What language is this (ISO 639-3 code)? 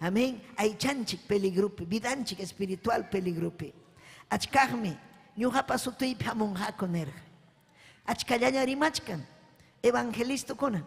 quy